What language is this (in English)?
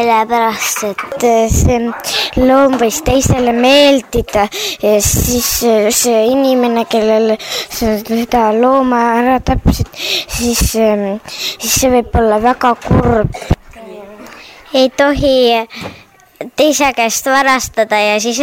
Estonian